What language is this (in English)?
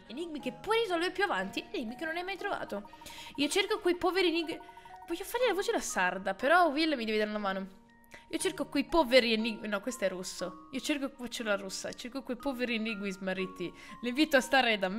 Italian